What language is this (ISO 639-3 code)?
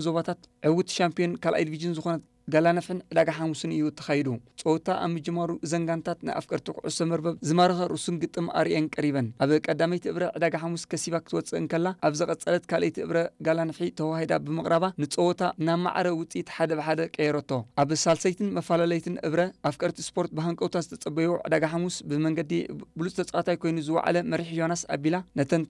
tir